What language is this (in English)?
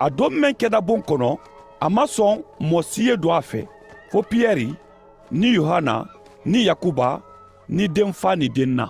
Mandingo